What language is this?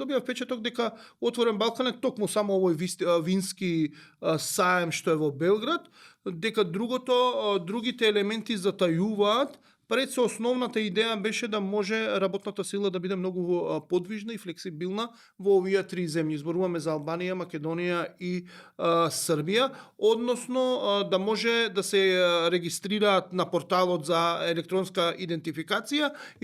Macedonian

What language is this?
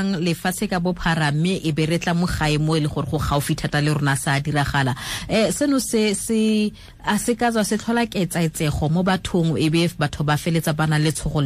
Tswana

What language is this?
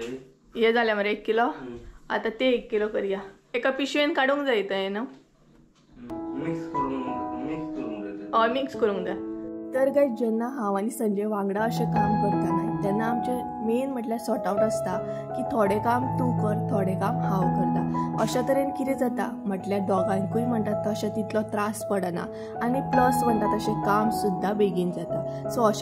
Konkani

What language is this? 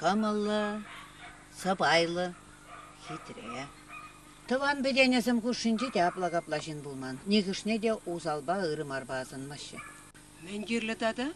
Chuvash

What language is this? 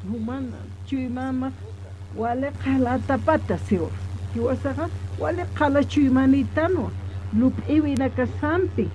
Aymara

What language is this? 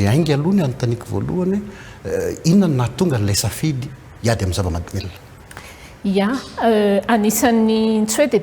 Malagasy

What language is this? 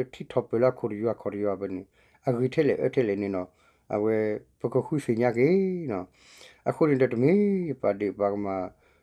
S'gaw Karen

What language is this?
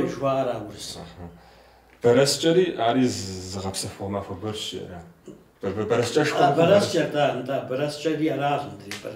Kabardian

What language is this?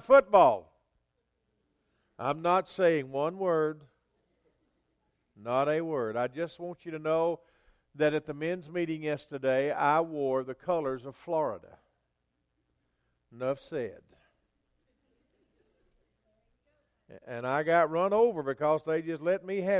English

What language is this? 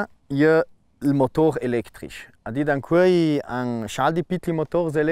Ladin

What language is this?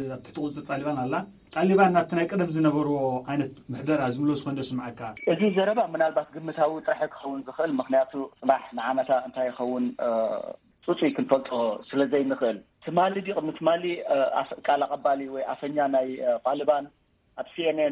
Tigrinya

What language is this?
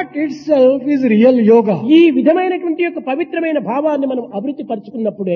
Telugu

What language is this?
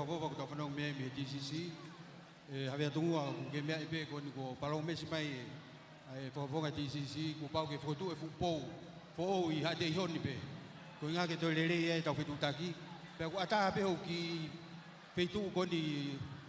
Tongan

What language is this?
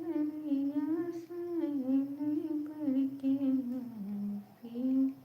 Maithili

